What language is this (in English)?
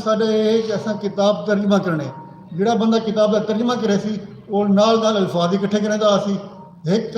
Saraiki